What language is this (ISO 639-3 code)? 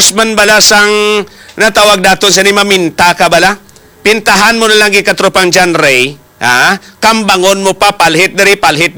hil